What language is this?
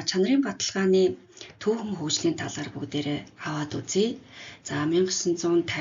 Mongolian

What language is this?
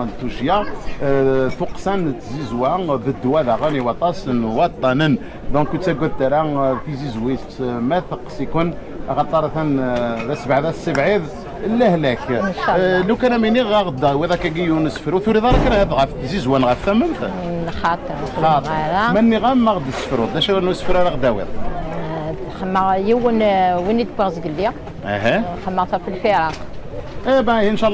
Kabyle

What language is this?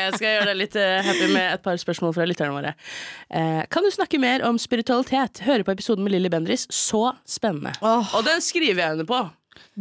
Norwegian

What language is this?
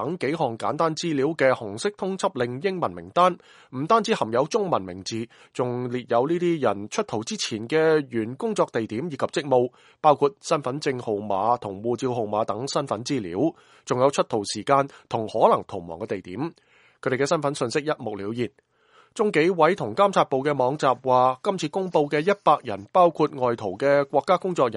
Cantonese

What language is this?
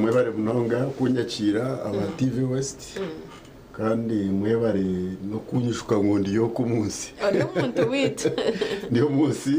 Nyankole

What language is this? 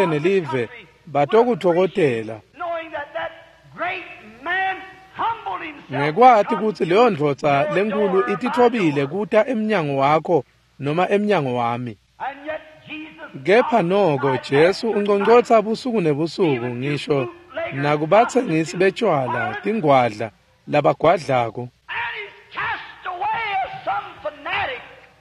Swati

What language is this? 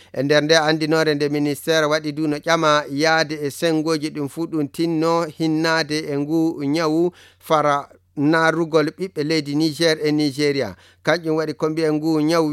Nigerian Fulfulde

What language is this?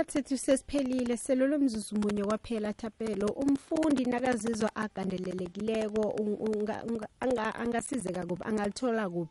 South Ndebele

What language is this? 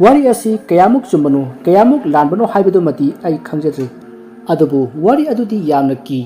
Manipuri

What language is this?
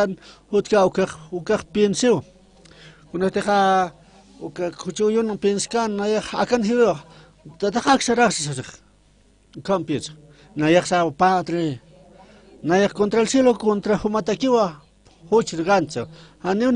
Aymara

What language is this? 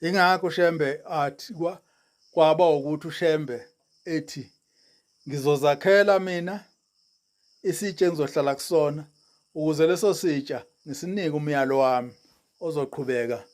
Zulu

